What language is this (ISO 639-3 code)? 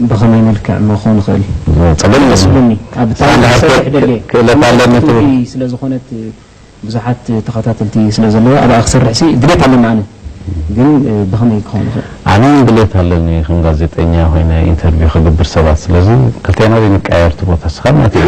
tir